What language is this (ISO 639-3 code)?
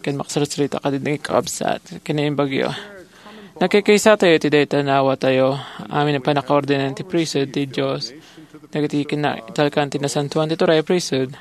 ilo